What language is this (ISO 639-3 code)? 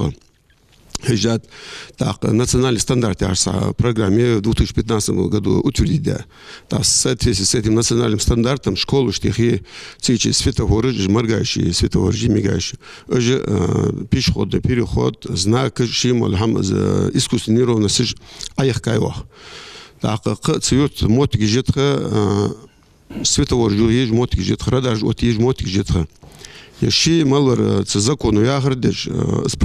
inh